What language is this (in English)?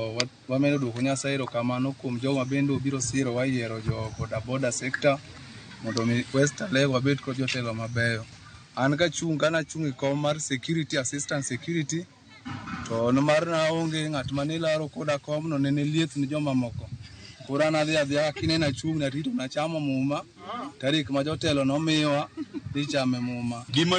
Luo (Kenya and Tanzania)